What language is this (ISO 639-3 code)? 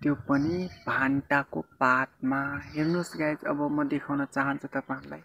nep